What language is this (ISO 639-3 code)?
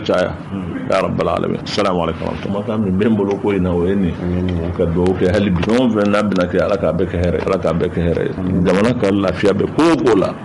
bam